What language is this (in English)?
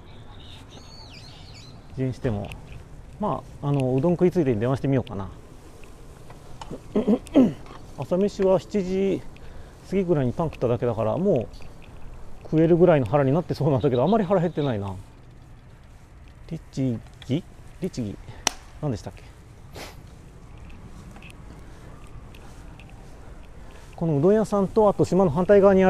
Japanese